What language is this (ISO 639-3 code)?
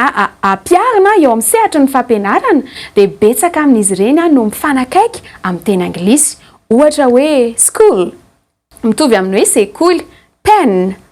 mlg